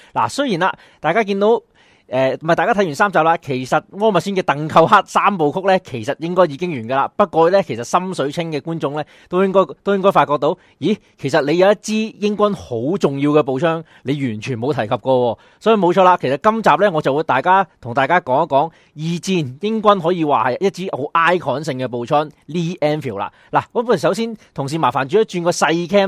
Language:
Cantonese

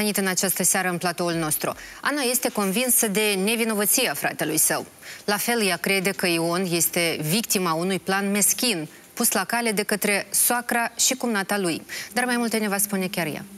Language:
Romanian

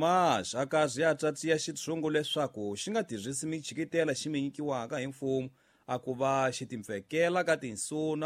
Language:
Tsonga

